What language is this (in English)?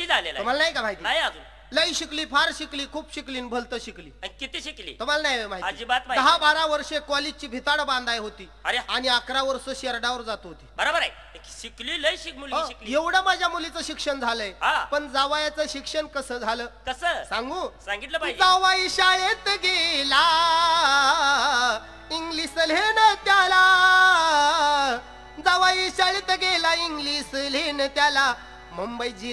Marathi